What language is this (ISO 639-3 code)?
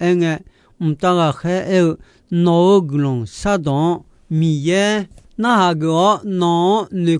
ahk